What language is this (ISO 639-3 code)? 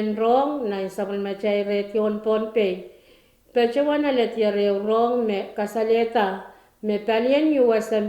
pon